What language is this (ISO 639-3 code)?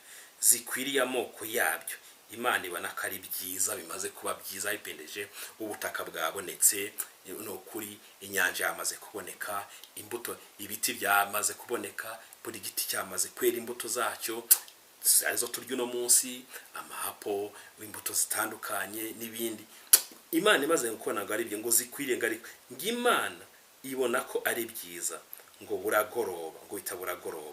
kin